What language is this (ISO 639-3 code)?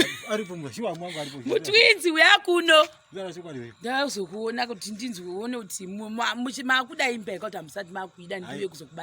sna